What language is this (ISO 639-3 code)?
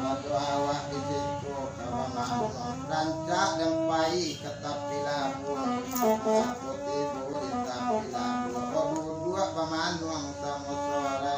min